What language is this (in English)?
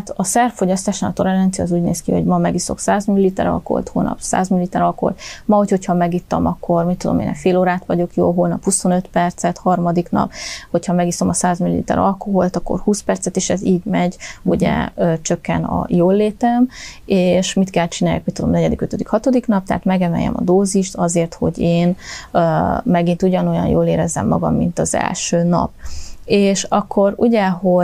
Hungarian